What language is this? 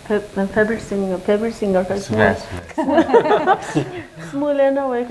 Newari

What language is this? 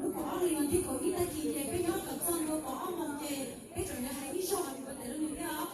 Hmong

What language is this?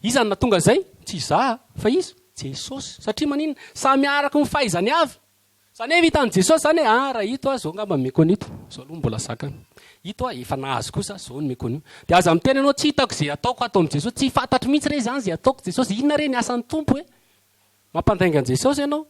Malagasy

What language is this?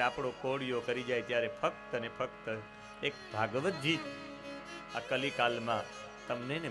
Gujarati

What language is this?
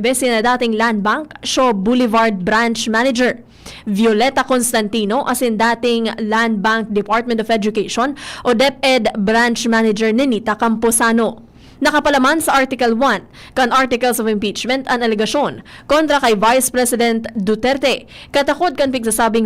Bikol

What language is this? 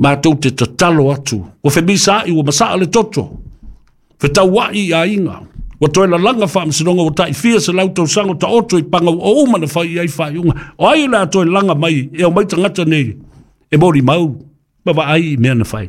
Samoan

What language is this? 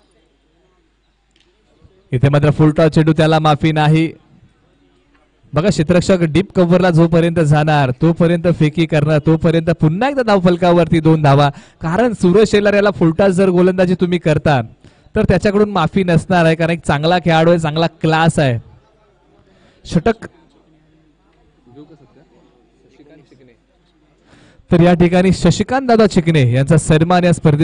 Marathi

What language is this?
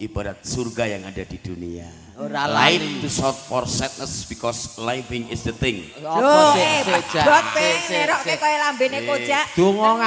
Javanese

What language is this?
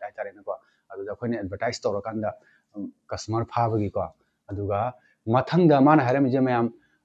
Manipuri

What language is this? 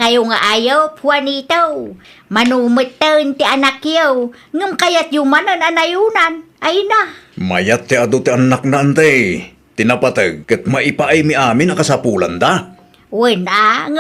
Iloko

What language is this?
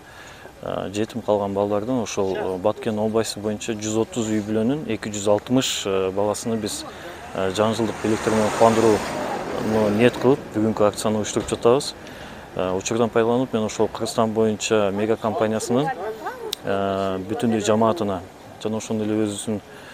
Kyrgyz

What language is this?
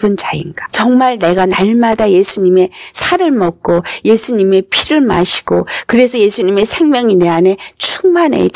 Korean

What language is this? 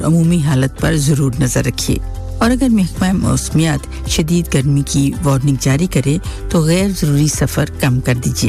Urdu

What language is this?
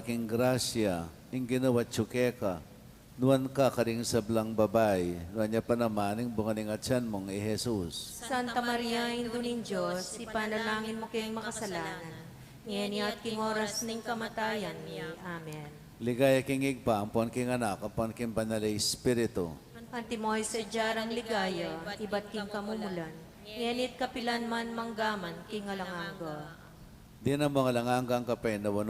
Pampanga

